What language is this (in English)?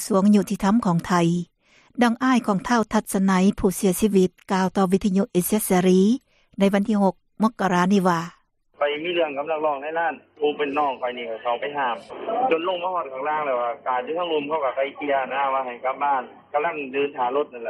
Lao